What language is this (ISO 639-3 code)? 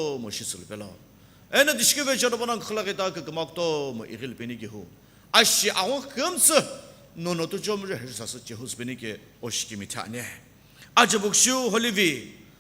nsm